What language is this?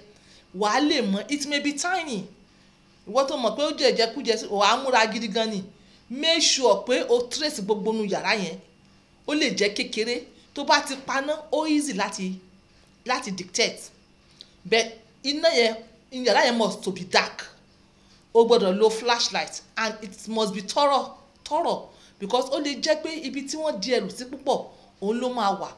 Yoruba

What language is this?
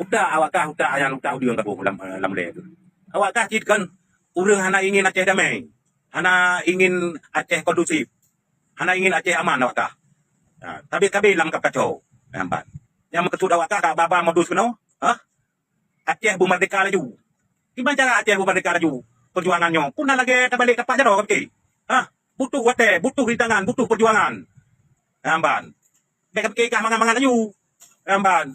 Achinese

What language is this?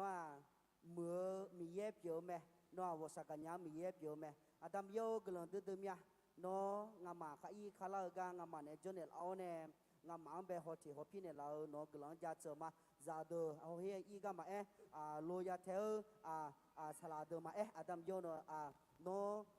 Akha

